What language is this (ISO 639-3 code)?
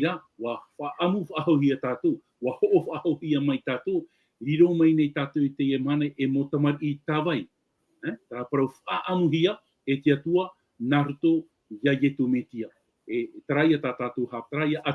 tah